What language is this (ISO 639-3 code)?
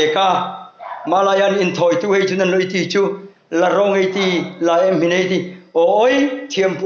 hmr